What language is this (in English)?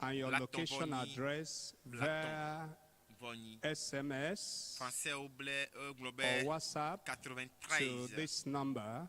Ewe